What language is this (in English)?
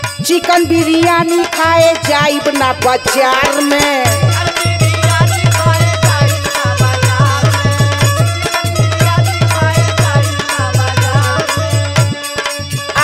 Bhojpuri